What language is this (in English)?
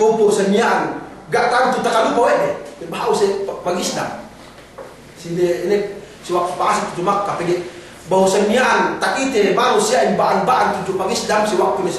Yakan